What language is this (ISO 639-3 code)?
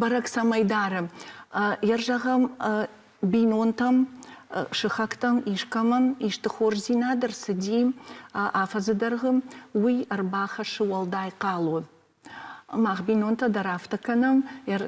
oss